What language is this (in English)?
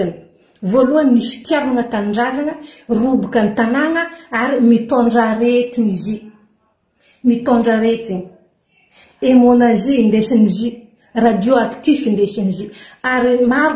Malagasy